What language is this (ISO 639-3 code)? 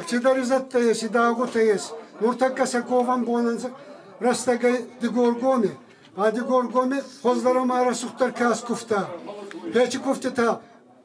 oss